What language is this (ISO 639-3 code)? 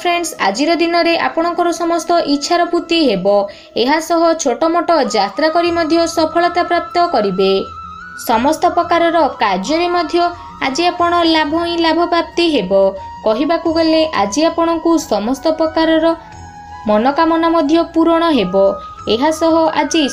ori